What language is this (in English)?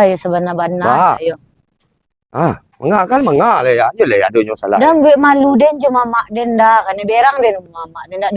Minangkabau